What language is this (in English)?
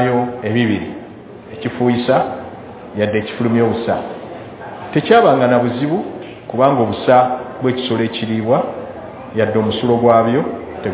Ganda